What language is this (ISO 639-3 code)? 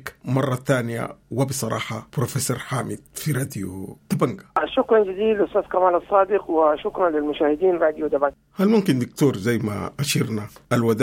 apd